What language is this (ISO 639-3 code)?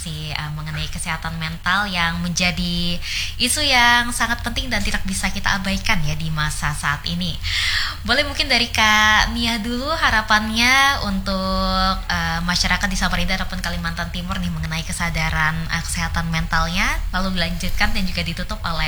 ind